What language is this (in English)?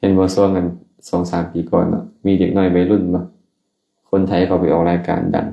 Lao